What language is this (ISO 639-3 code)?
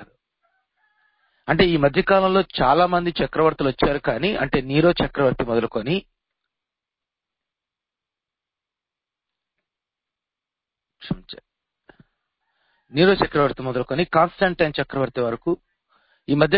tel